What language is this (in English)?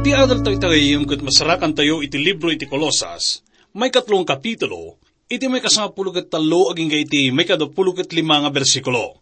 Iloko